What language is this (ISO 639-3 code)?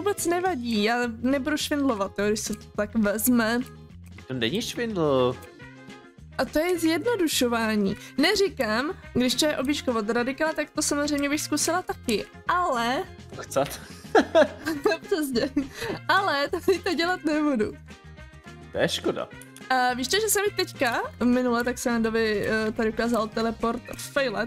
ces